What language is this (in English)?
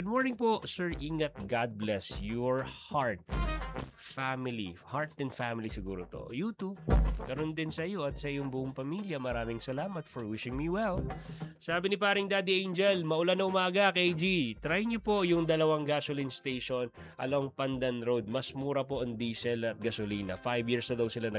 Filipino